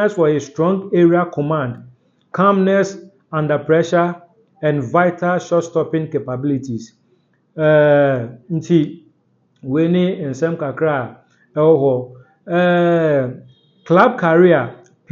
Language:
Akan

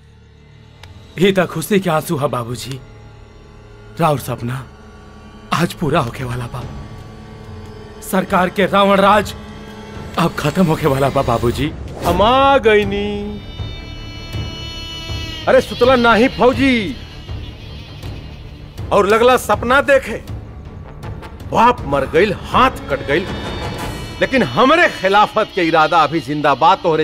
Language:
Bhojpuri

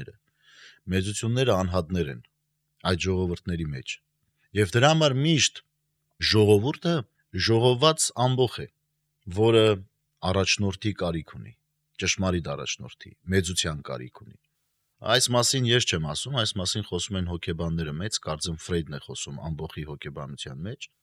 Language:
Armenian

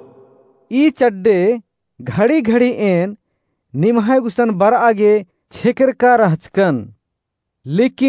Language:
Kurukh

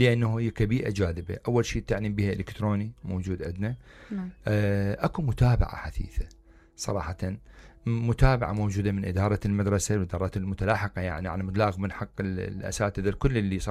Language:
Mesopotamian Arabic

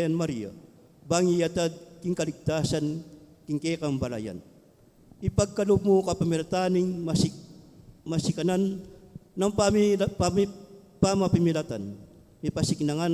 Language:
Pampanga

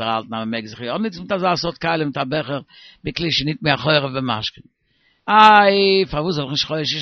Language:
Yiddish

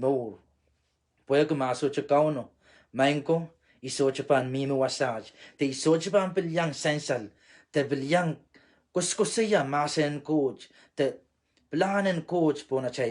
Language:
Pohnpeian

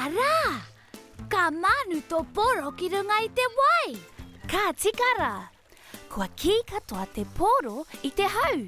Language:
Māori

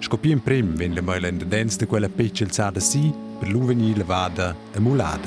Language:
Romansh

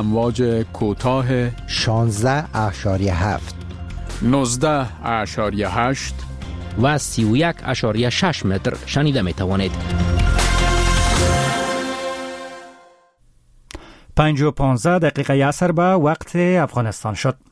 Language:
Persian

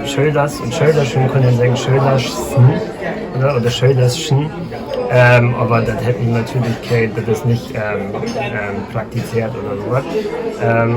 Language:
Low German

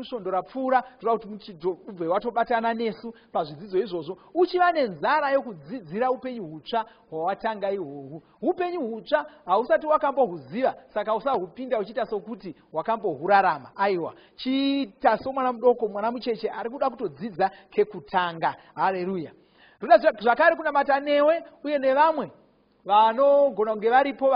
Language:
Shona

